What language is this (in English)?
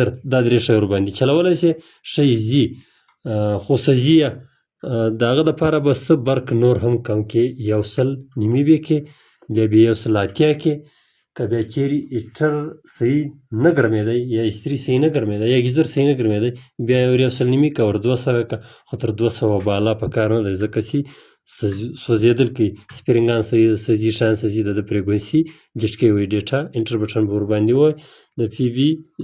Pashto